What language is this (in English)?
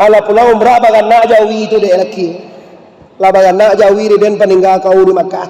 Minangkabau